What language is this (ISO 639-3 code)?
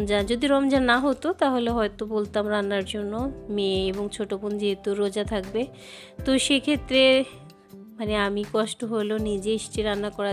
ben